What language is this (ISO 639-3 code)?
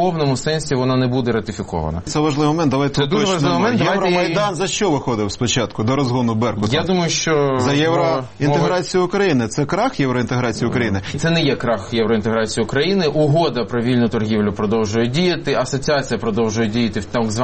ukr